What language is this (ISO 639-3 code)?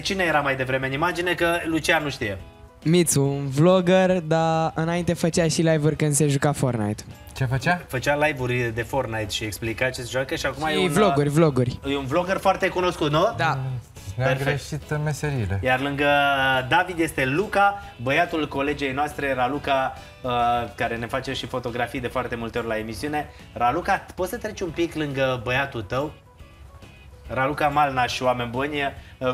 ron